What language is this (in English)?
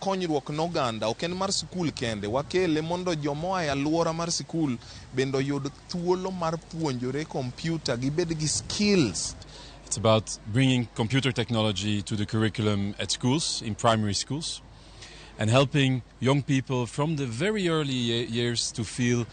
Luo (Kenya and Tanzania)